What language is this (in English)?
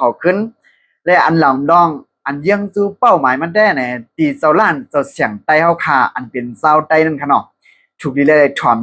Shan